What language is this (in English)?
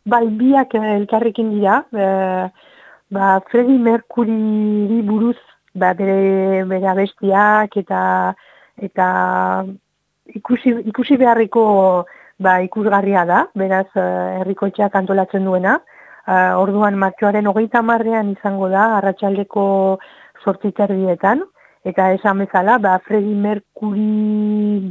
Basque